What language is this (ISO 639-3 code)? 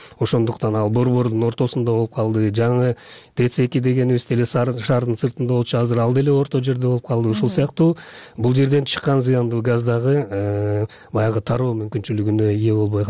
kir